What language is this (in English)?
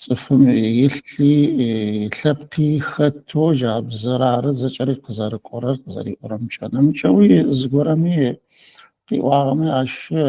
Adyghe